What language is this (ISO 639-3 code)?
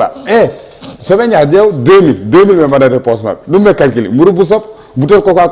ful